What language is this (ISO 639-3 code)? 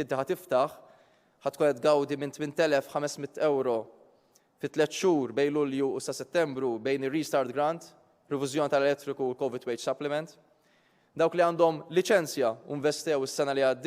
mlt